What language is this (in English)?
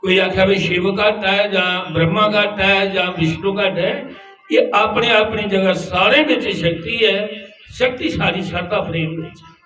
Dogri